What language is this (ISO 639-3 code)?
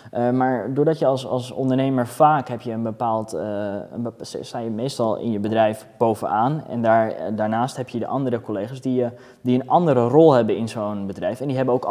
nld